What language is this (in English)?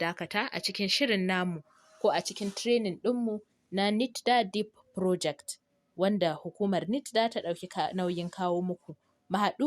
Hausa